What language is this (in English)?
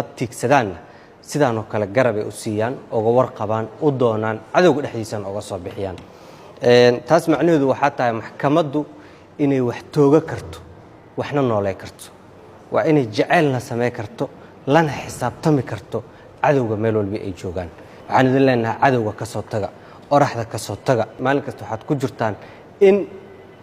Somali